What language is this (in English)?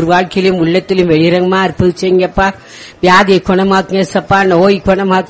Tamil